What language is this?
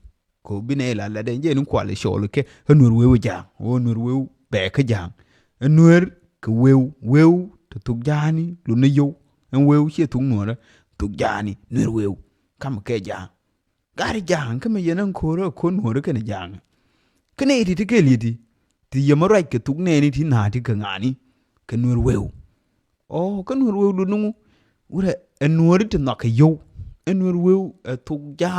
Nuer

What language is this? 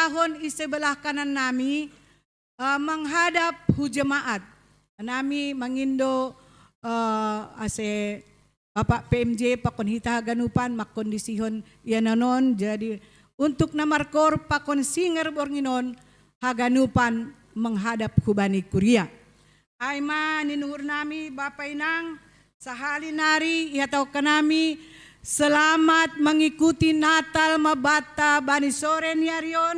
Batak Simalungun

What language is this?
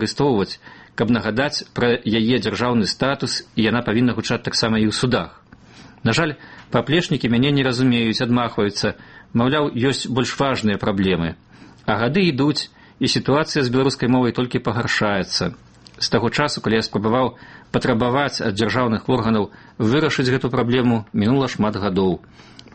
Belarusian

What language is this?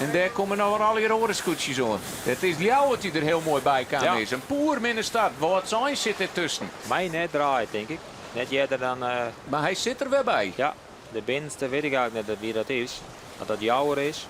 Western Frisian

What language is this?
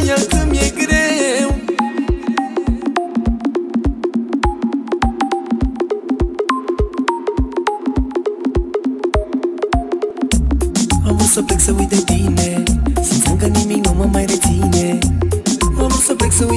Romanian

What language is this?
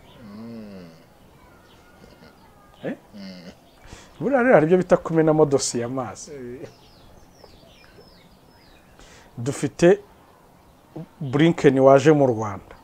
Kinyarwanda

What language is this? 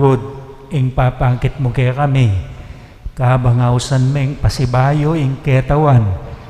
Pampanga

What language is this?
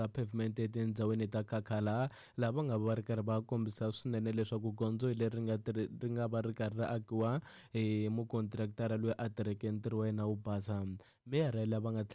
Tsonga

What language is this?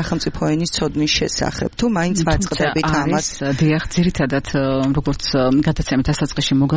Georgian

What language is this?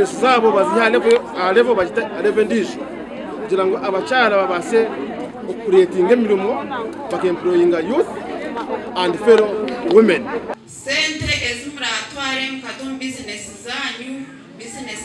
Nyankole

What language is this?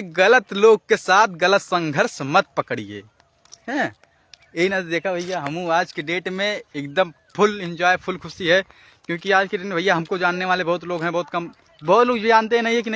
Bhojpuri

